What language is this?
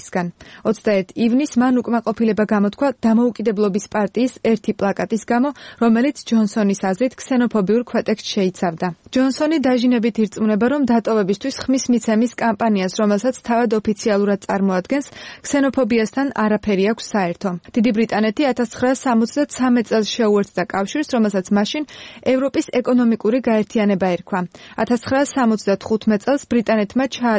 Georgian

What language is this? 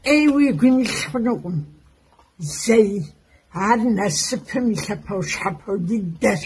Kabardian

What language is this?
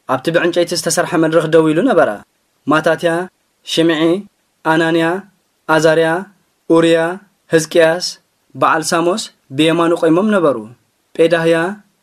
Tigrinya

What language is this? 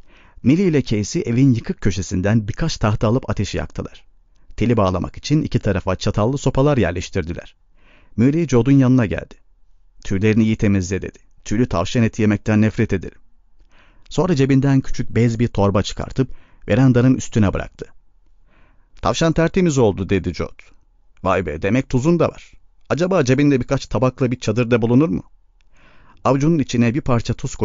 Turkish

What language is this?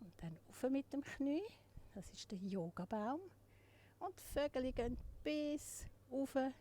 Swiss German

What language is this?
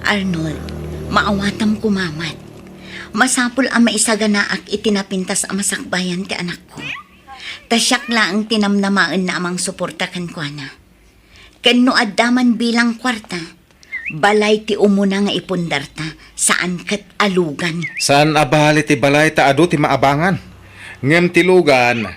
Iloko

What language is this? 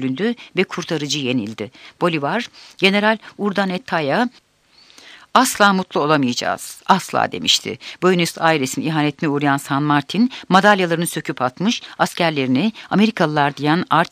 Turkish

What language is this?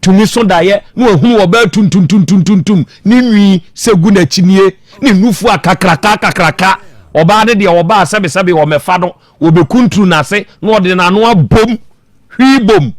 Akan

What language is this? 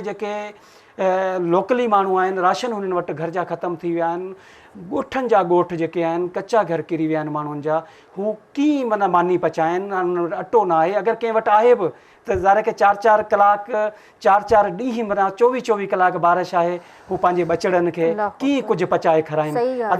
Sindhi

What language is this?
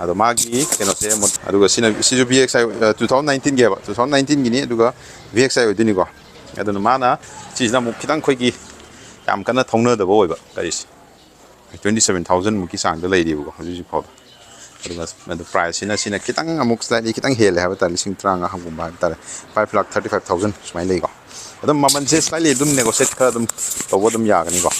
Manipuri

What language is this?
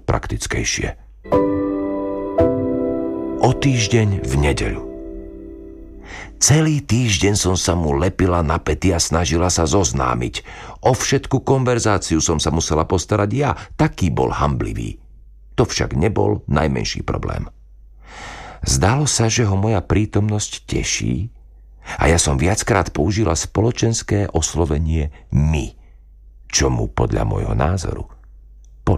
Slovak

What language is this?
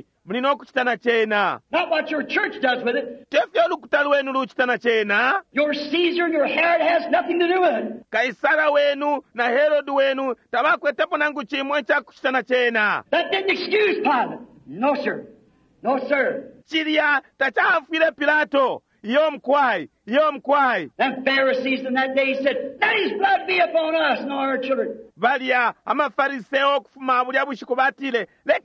Bemba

